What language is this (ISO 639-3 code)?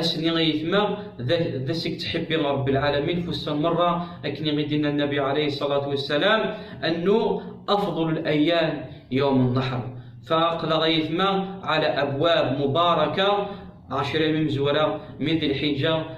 kab